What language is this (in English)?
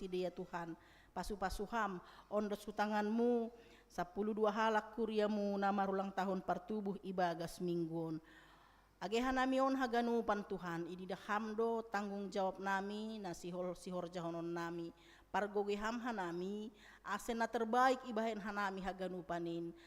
Batak Simalungun